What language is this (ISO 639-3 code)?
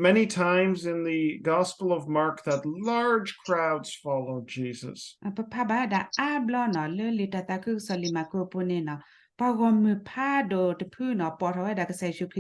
ksw